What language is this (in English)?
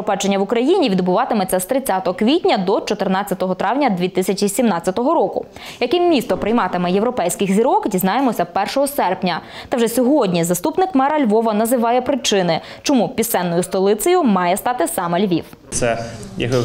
Ukrainian